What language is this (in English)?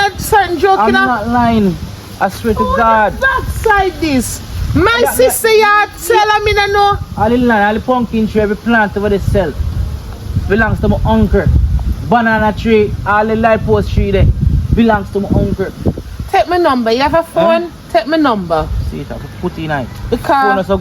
Jamaican Creole English